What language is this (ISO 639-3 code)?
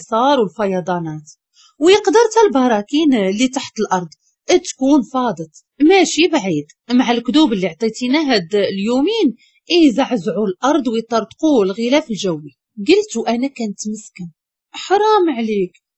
ary